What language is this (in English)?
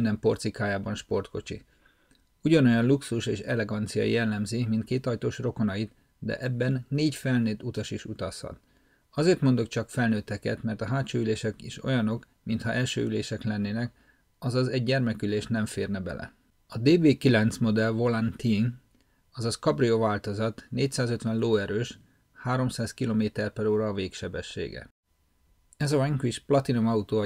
Hungarian